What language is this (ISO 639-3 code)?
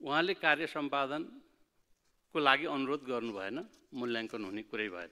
nep